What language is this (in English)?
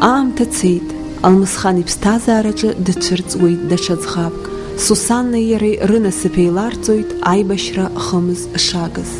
Abkhazian